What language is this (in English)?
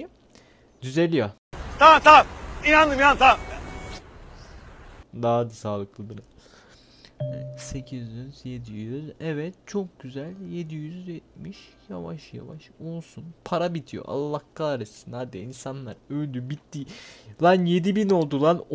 Turkish